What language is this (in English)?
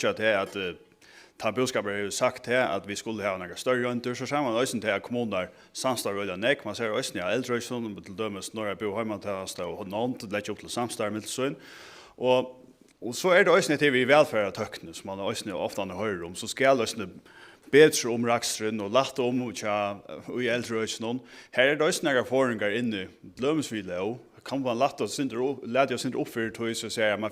Faroese